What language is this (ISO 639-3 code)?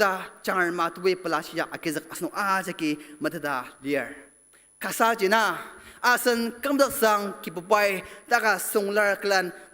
njo